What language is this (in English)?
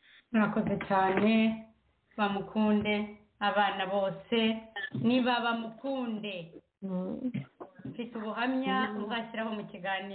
Kinyarwanda